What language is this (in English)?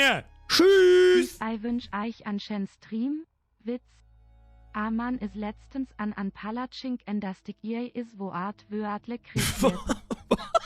Bavarian